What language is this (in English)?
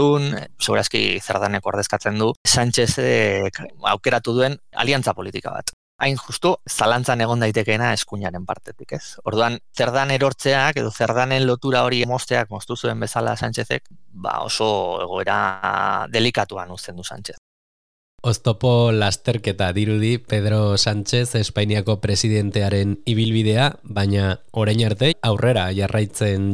Basque